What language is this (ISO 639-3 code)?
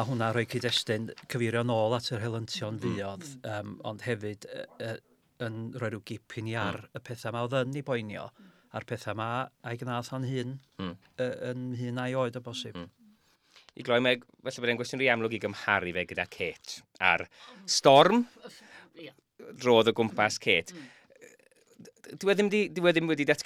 cym